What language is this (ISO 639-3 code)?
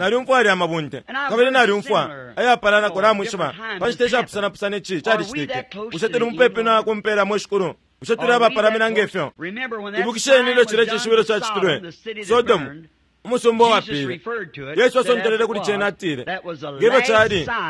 bem